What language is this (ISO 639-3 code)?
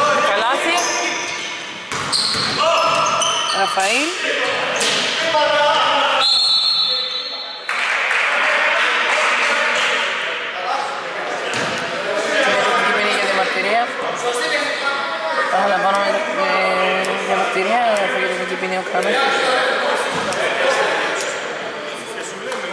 ell